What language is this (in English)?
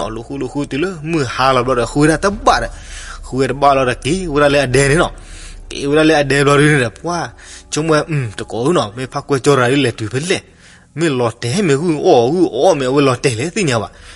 S'gaw Karen